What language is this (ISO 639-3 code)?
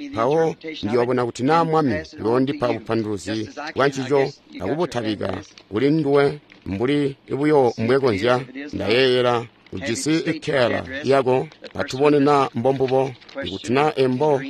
toi